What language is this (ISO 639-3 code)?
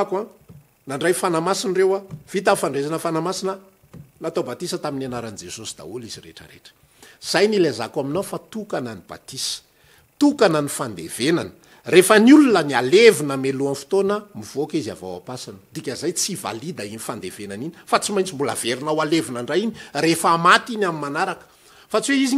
mlg